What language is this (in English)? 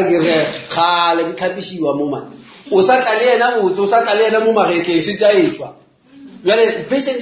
Northern Sotho